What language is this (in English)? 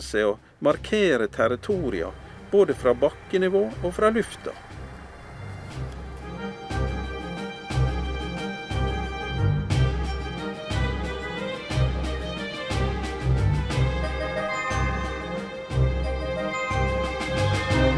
Norwegian